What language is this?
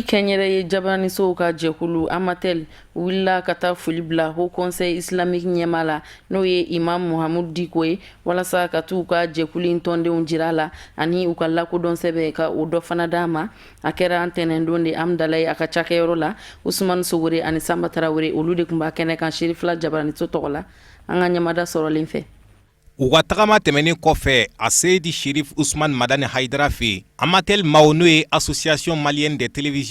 Bambara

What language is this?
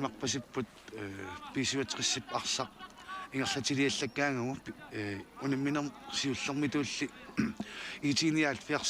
Kalaallisut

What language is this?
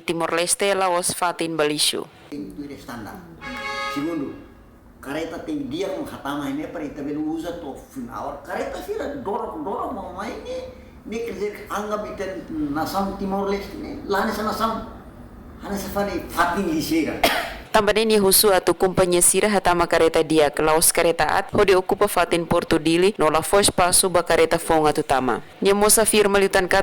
Tetum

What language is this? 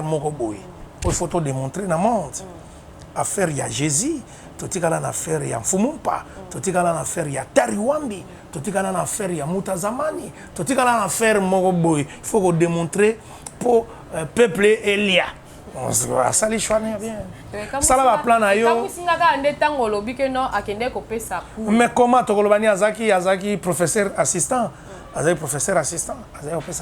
Lingala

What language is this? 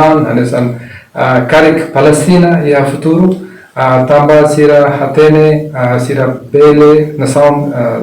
Tetum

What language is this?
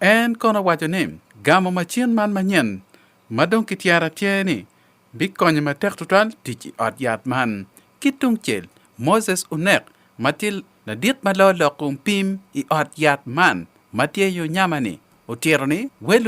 Acoli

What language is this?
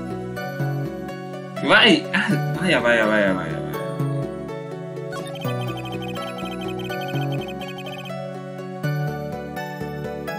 Hungarian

